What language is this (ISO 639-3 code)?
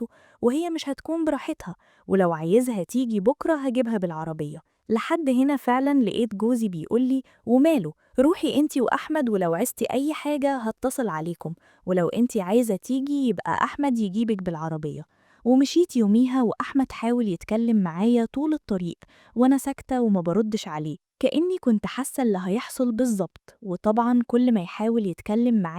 arz